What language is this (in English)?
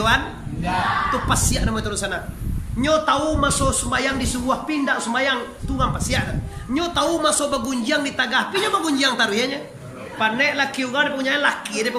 Minangkabau